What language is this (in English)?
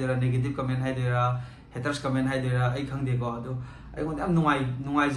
Manipuri